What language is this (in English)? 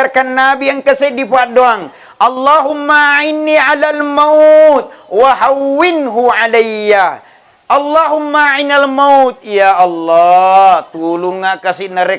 Buginese